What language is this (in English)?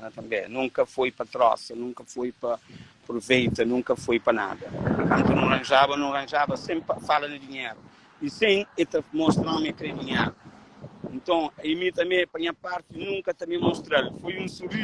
Kabuverdianu